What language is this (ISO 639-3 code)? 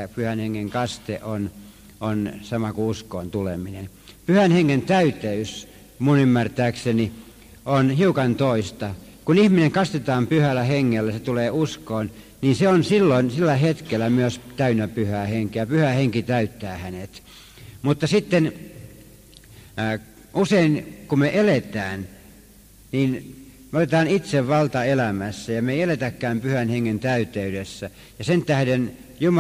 fin